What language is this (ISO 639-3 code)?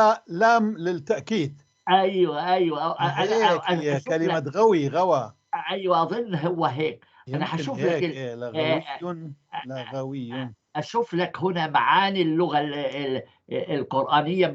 apc